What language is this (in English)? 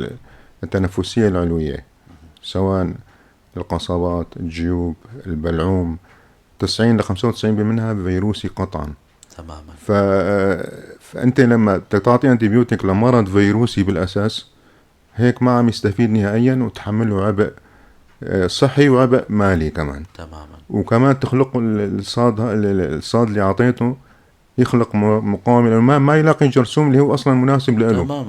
North Levantine Arabic